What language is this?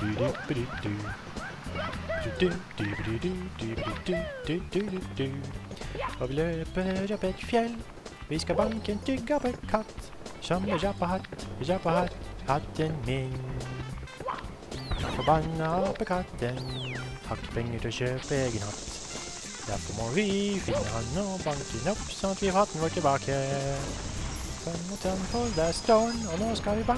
Norwegian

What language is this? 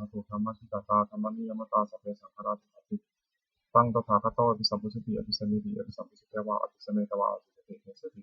Pali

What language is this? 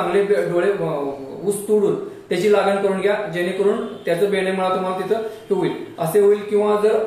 Marathi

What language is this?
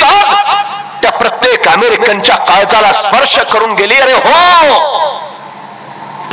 Marathi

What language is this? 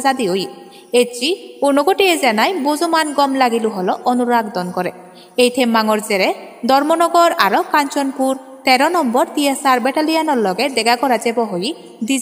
Chakma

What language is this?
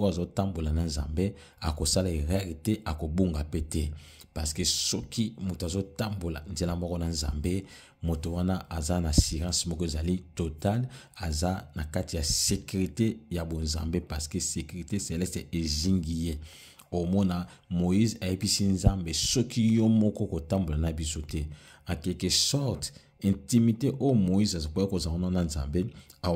Lingala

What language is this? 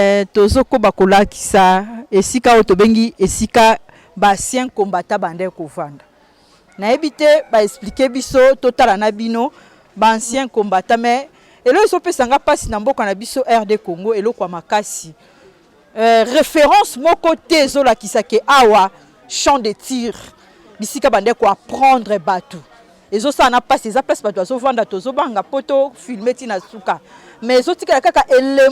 Lingala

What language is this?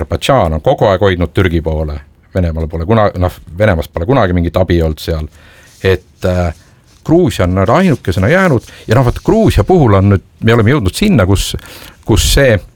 Estonian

